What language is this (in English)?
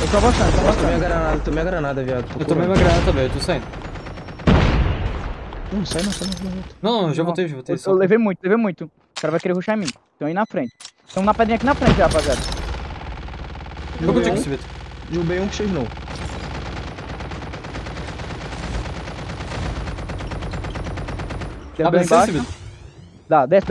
Portuguese